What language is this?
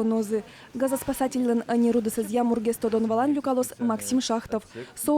Udmurt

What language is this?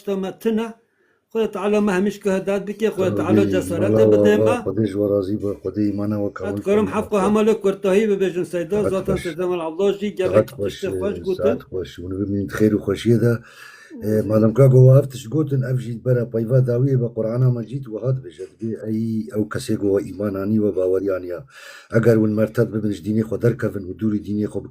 Kurdish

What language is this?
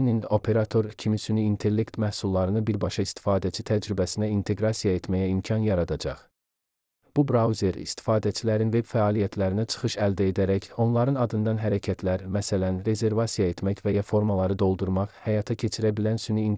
Azerbaijani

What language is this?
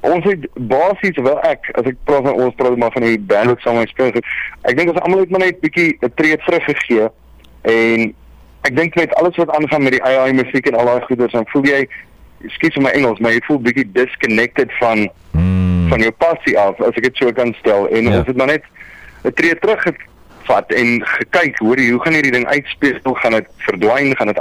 Afrikaans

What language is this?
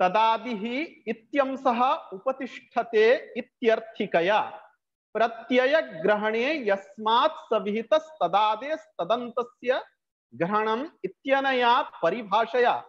Sanskrit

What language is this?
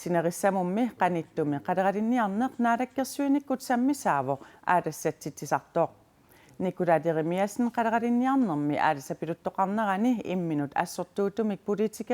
Kalaallisut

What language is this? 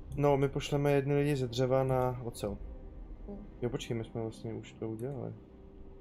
Czech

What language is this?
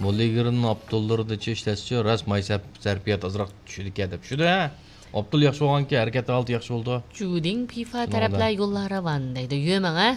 Uyghur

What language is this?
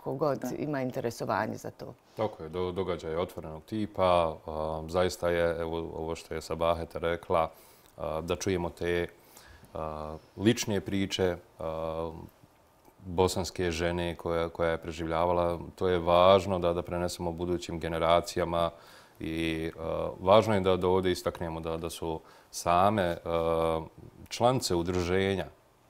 Bosnian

